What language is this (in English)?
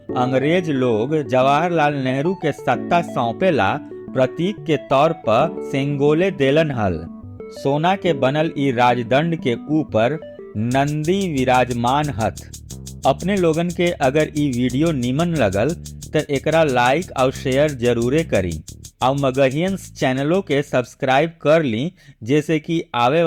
Magahi